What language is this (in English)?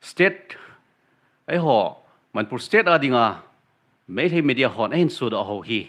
Thado Chin